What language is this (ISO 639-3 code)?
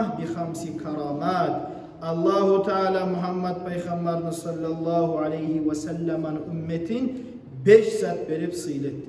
kum